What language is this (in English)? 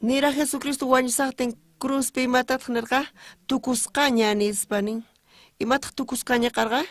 South Bolivian Quechua